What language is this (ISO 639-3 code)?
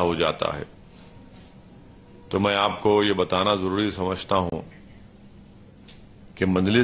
urd